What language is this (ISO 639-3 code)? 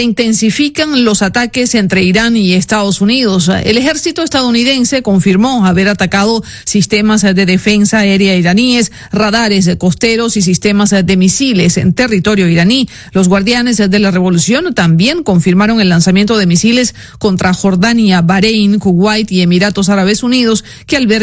spa